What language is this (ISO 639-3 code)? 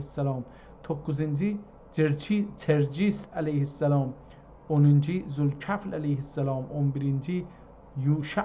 azb